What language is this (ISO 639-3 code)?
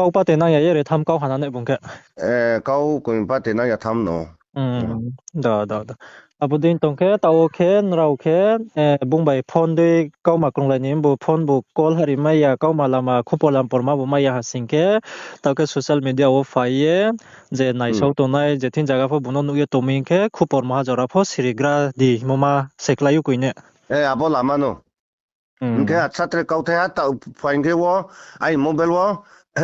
ria